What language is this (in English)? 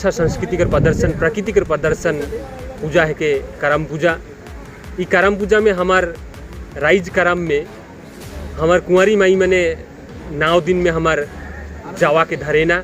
Sadri